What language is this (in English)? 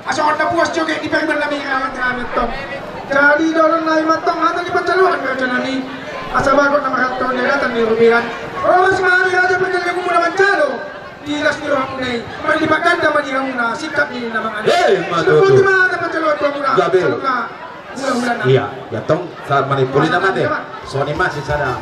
Batak Toba